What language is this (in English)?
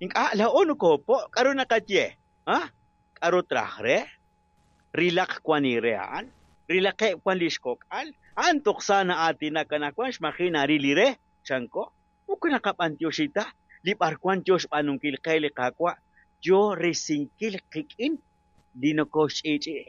Kekchí